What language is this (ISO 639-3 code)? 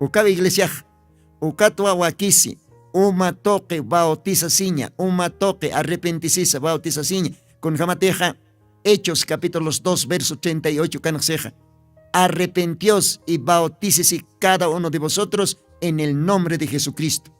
aym